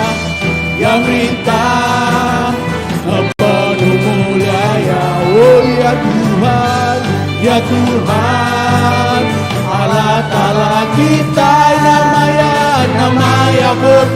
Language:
Iban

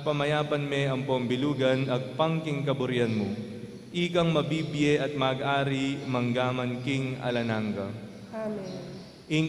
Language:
Pampanga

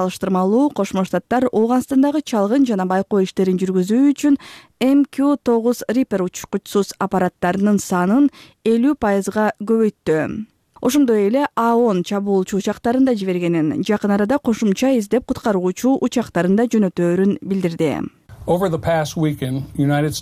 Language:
Kyrgyz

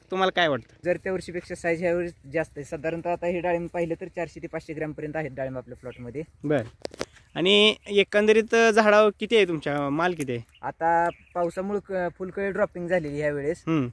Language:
Marathi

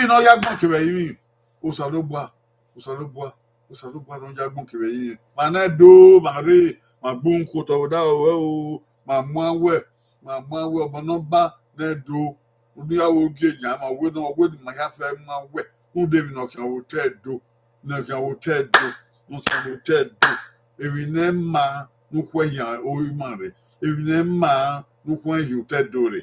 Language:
Bini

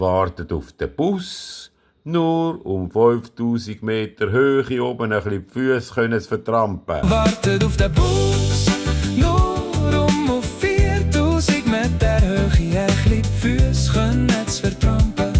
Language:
Swiss German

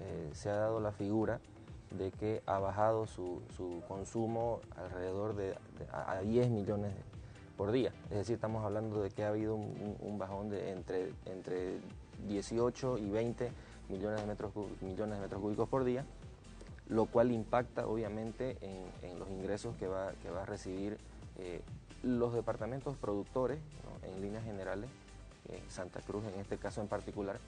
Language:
Spanish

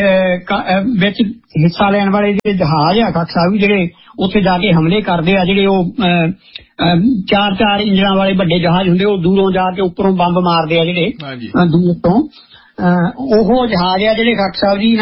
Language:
Punjabi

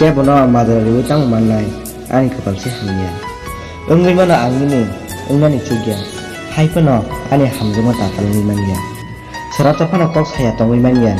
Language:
Kok Borok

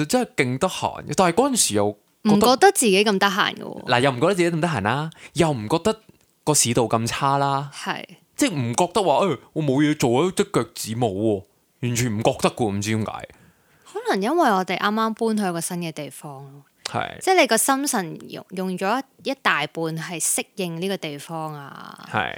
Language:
Cantonese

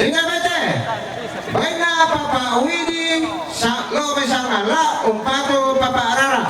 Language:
Toraja-Sa'dan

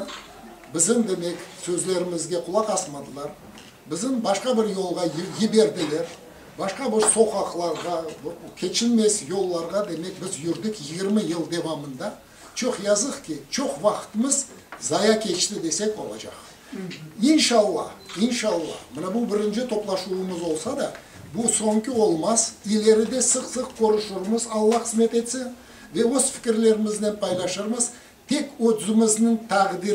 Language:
Crimean Tatar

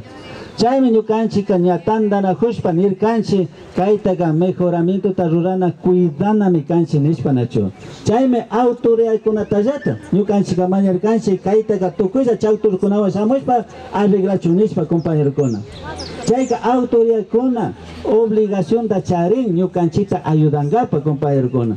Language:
Imbabura Highland Quichua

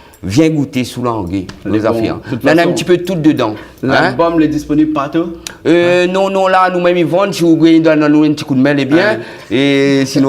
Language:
Réunion Creole French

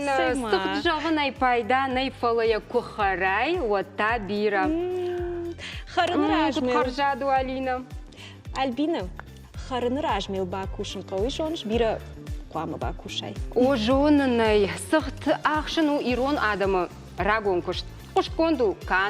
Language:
Ossetic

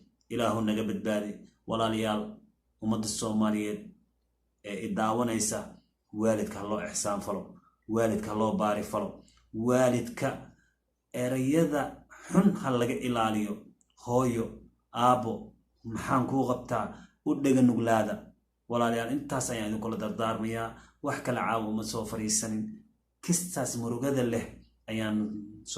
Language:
Somali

